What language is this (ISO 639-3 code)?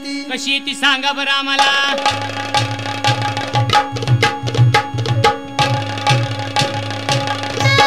mar